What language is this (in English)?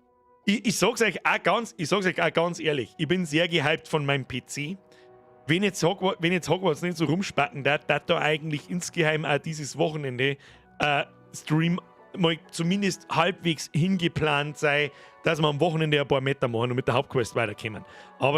Bavarian